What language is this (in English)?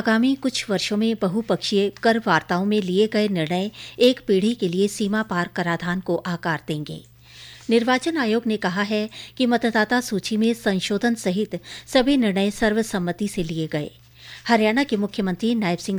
Hindi